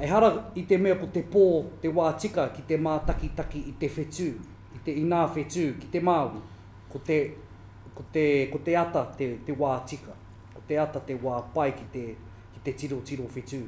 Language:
Māori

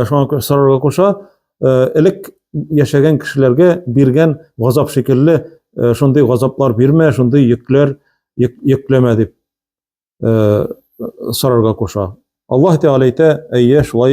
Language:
Tatar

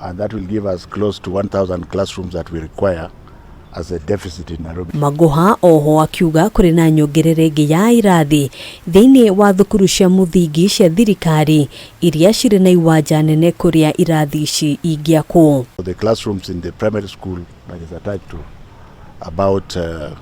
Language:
Kikuyu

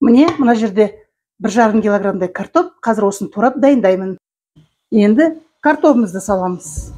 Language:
Kazakh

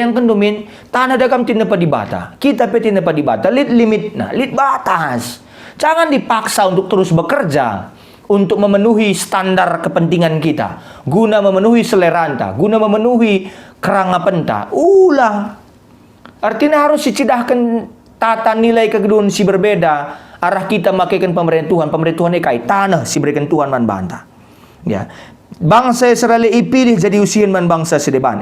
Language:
Batak Karo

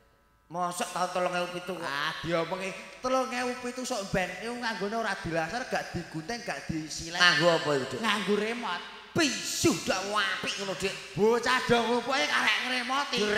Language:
Javanese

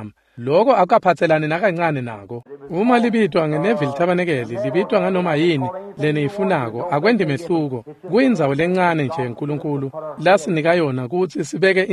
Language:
Swati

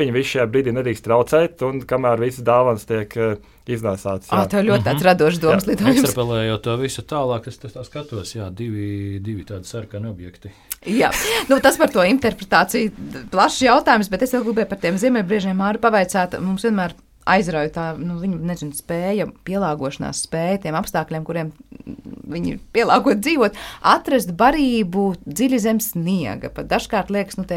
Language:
Latvian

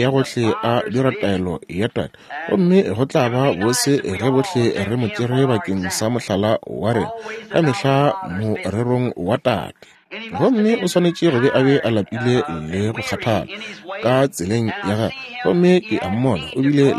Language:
Northern Sotho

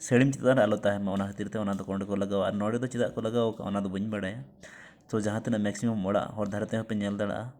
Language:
Santali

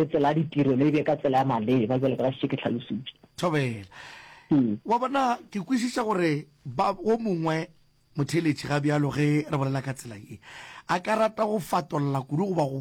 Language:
Northern Sotho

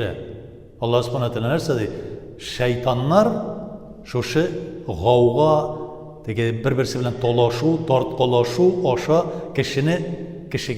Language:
Tatar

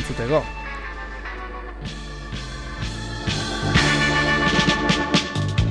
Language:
Basque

